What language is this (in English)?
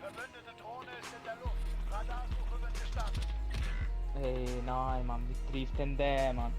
Swiss German